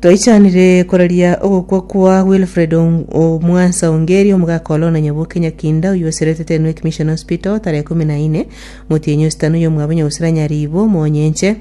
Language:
Gusii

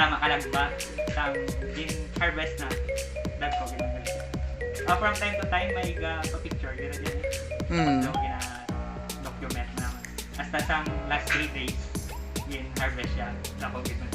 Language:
Hiligaynon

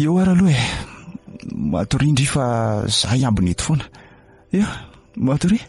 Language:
Malagasy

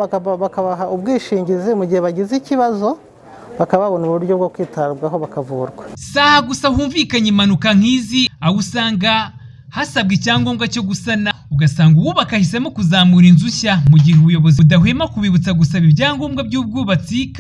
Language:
Kinyarwanda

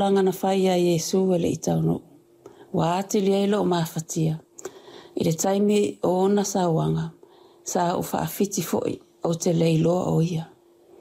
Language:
Samoan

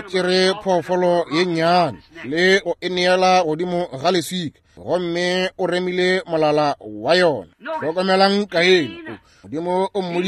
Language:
Northern Sotho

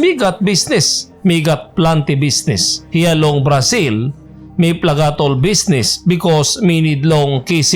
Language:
Tok Pisin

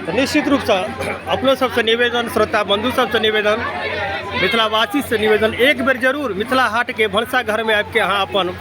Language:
Maithili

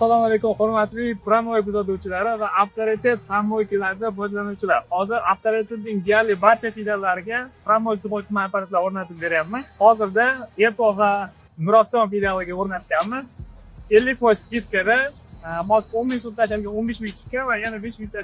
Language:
Uzbek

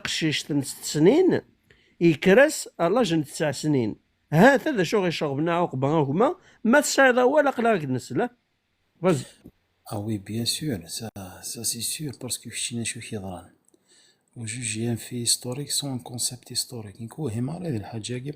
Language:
Kabyle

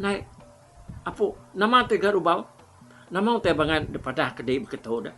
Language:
Iban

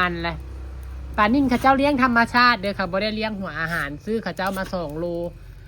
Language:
Northeastern Thai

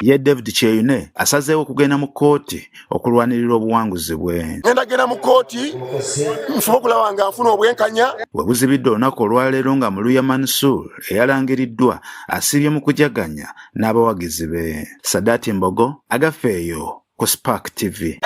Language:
Ganda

